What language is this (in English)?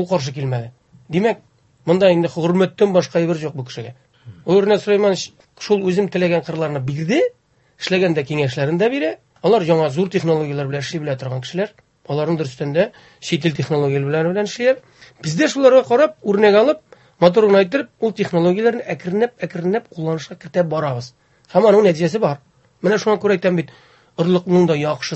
Tatar